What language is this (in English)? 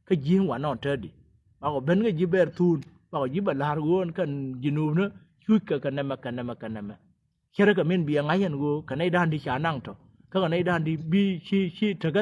Nuer